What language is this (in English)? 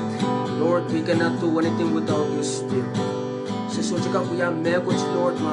Pohnpeian